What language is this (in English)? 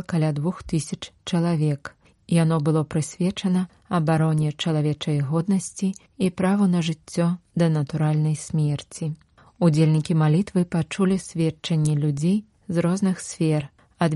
Belarusian